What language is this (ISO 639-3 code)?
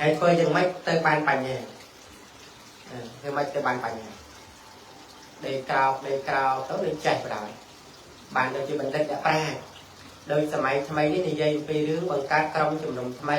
khm